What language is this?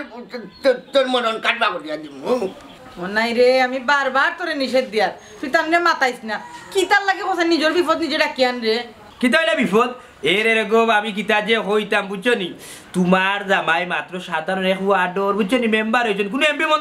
Sylheti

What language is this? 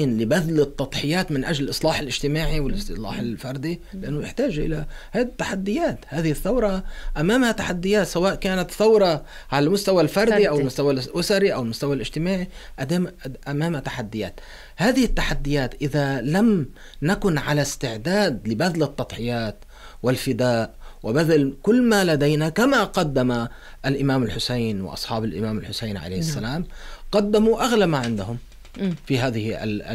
Arabic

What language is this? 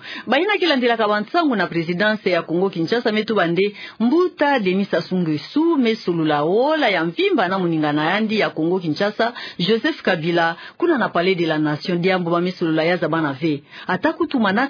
Kituba (Democratic Republic of Congo)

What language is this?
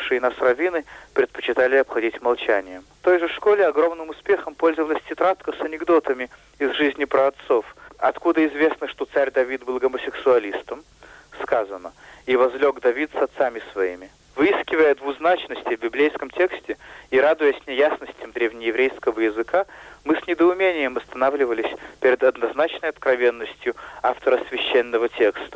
Russian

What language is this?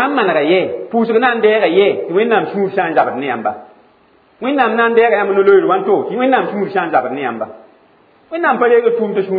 Mossi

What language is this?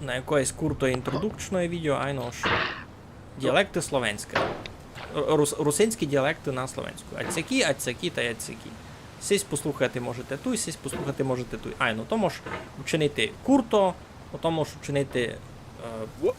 Rusyn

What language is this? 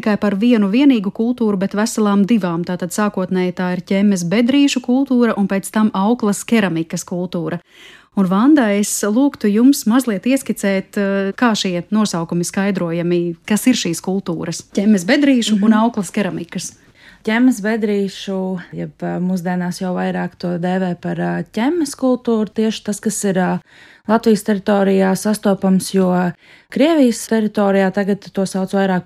Latvian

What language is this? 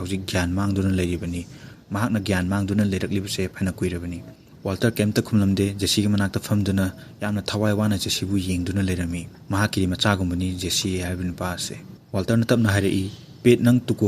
Manipuri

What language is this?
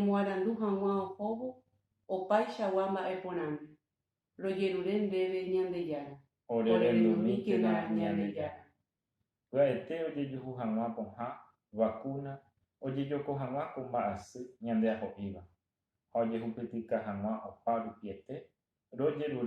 Guarani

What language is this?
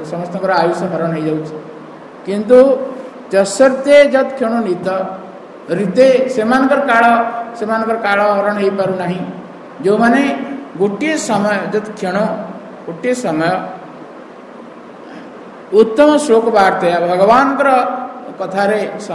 Odia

